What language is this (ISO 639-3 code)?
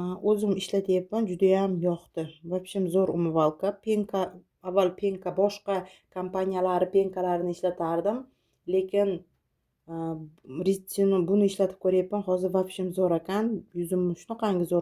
uzb